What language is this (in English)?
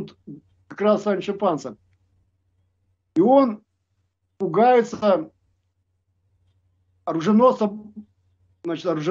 Russian